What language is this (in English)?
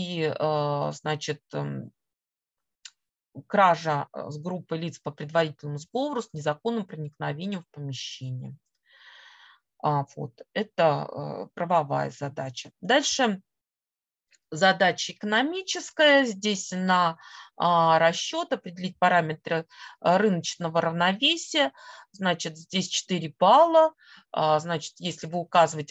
Russian